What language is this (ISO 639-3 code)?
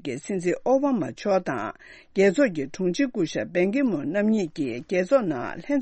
bod